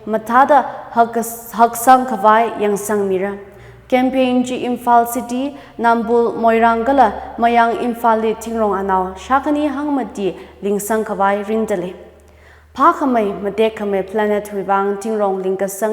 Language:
Tangkhul Naga (India)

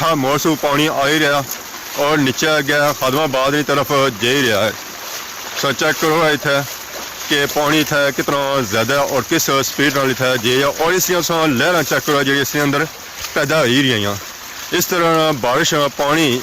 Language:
Pahari-Potwari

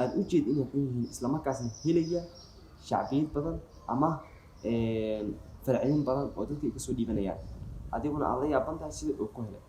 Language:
Somali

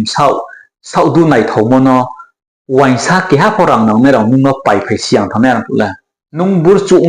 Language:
Riang (India)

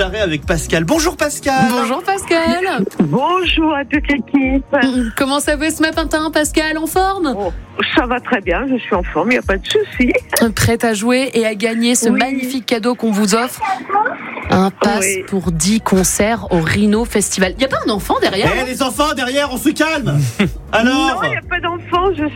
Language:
French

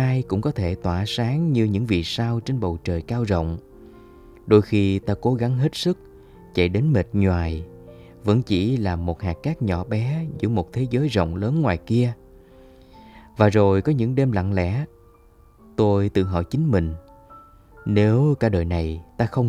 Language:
Vietnamese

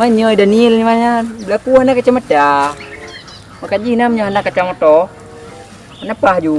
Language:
Achinese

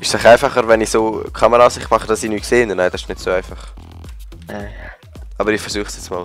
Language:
Swiss German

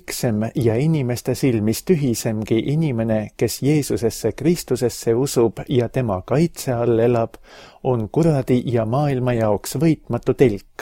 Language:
Estonian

